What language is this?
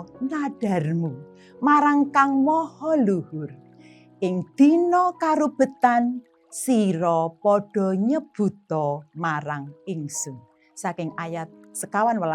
Javanese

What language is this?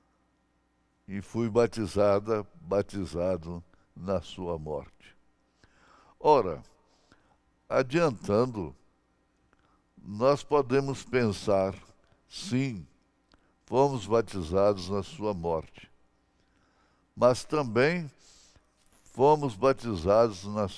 Portuguese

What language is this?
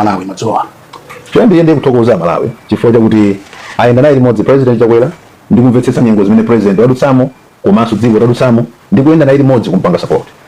Nyanja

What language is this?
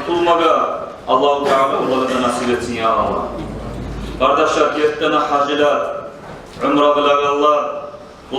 Kumyk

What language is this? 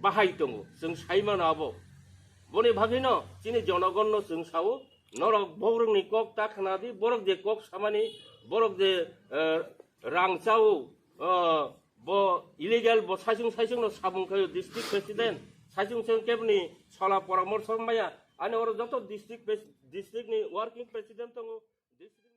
Riang (India)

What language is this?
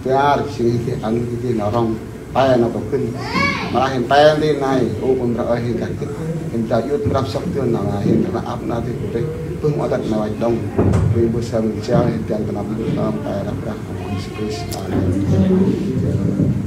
Central Mnong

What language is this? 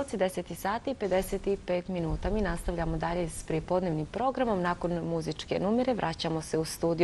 Bosnian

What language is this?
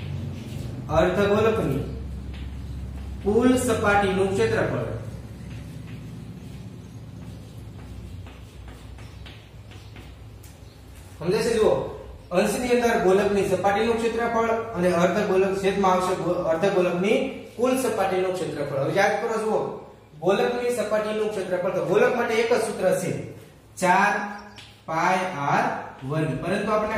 Gujarati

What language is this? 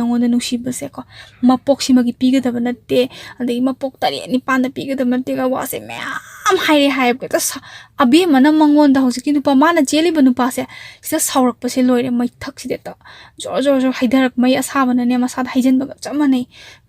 Manipuri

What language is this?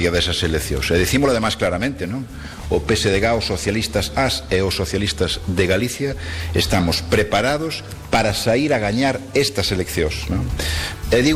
Galician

